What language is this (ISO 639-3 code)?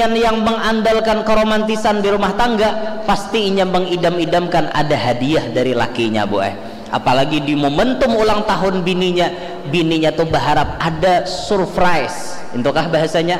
bjn